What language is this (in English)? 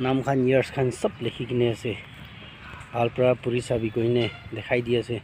Naga Pidgin